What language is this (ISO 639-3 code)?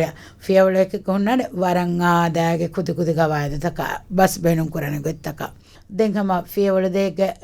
div